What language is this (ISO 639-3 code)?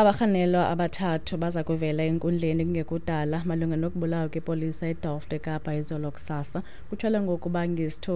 xho